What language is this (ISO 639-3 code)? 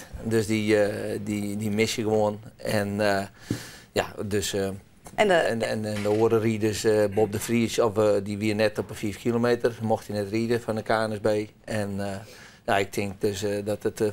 fry